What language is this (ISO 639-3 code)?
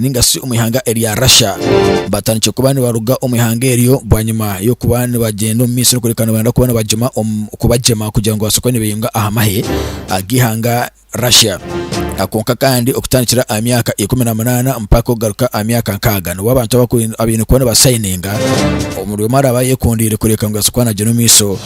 nyn